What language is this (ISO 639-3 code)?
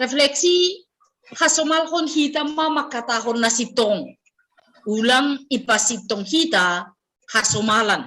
bts